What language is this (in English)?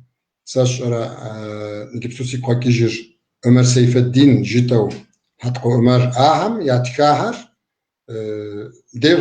Kabardian